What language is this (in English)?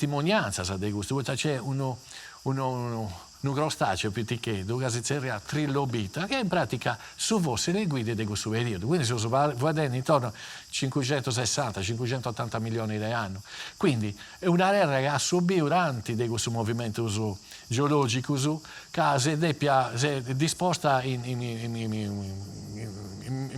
Sardinian